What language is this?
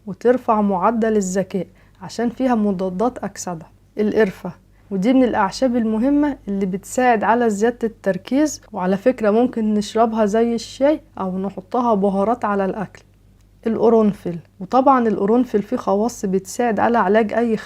Egyptian Arabic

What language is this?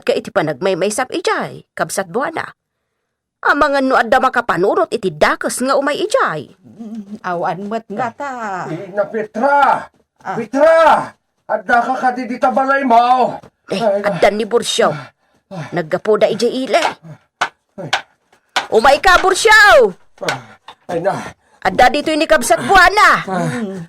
Iloko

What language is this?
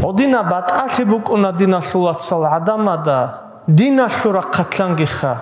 Avaric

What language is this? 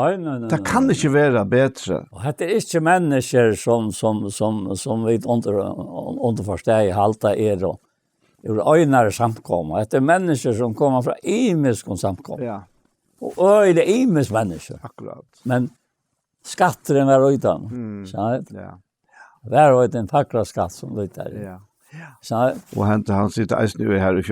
Faroese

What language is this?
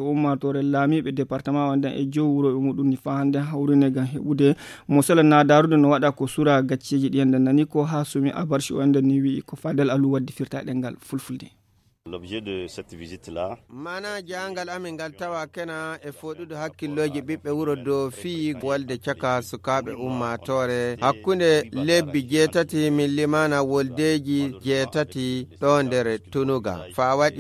Fula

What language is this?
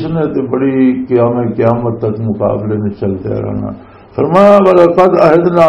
Western Panjabi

